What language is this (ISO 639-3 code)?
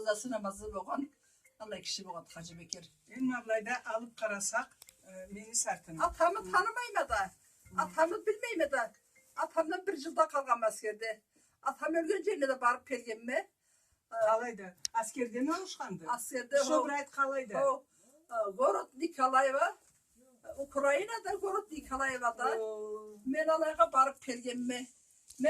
krc